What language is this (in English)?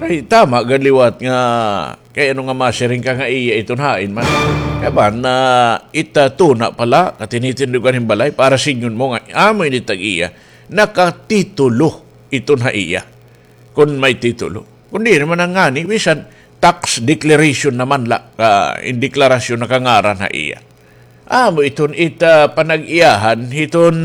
Waray